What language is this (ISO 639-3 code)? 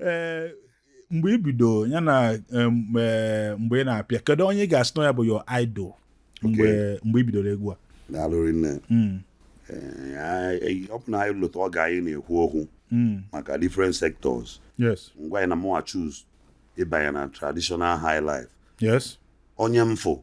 ibo